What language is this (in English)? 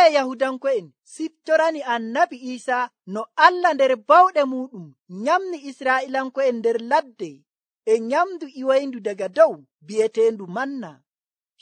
Nigerian Fulfulde